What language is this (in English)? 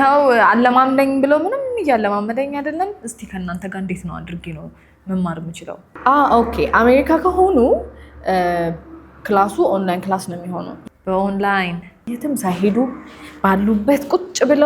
Amharic